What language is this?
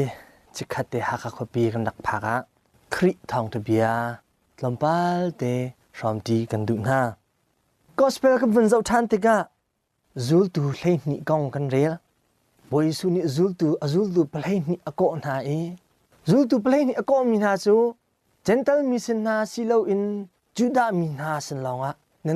Hakha Chin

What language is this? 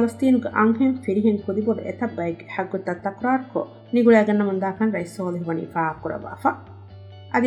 Divehi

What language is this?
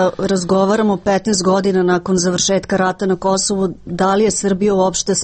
Serbian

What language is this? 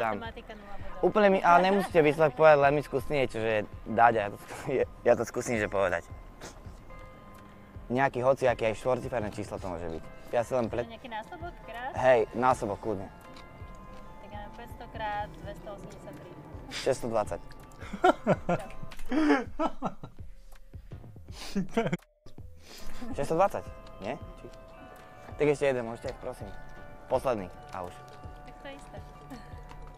Slovak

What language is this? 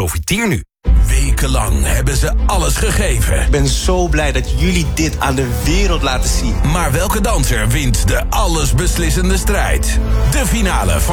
Dutch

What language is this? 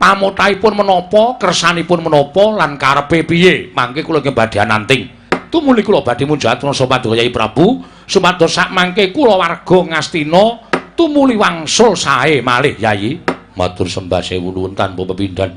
Javanese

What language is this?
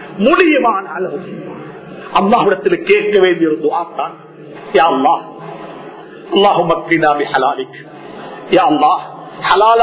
Tamil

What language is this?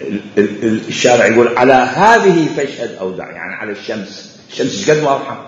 Mesopotamian Arabic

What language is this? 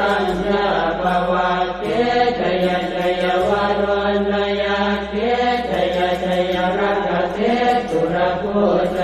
Pali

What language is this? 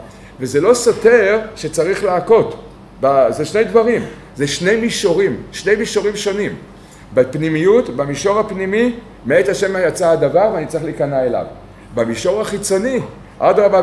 Hebrew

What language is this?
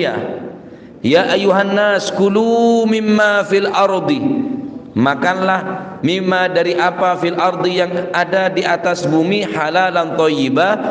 Madurese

